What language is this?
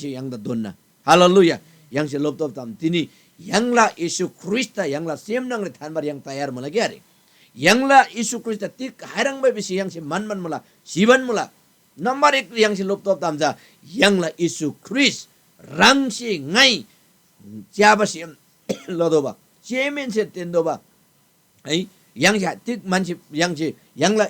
Eastern Tamang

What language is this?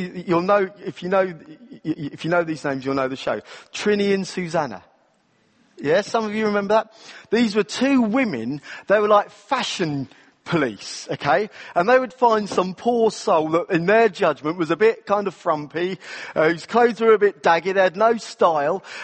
English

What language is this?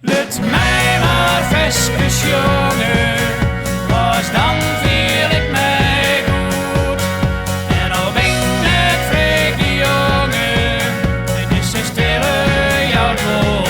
Western Frisian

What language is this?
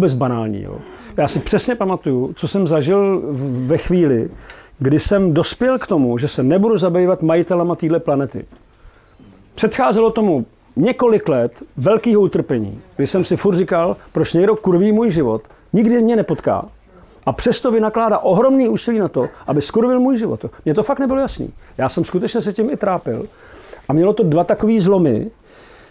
Czech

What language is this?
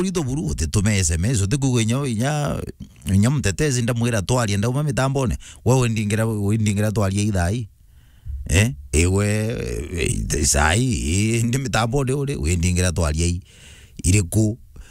Meru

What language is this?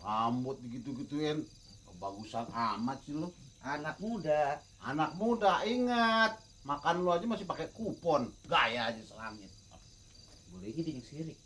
Betawi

